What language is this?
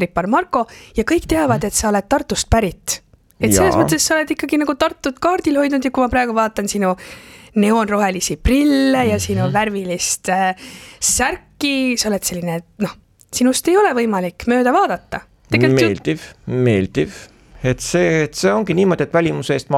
Estonian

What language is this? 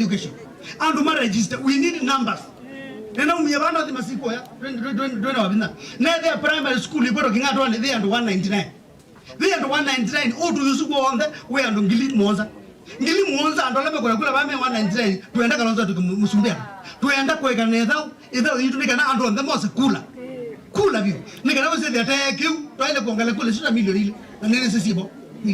Kamba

